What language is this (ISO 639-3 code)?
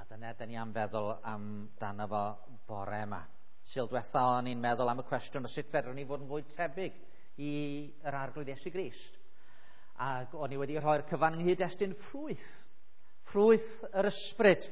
cym